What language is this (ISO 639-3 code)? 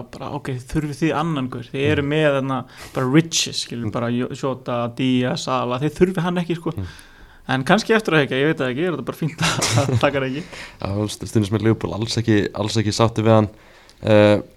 isl